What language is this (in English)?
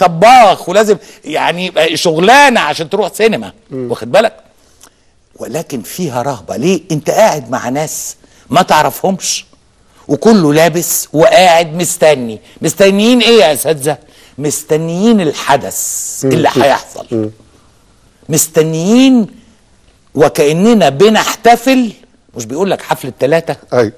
Egyptian Arabic